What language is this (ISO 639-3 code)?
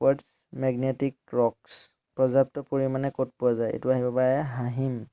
asm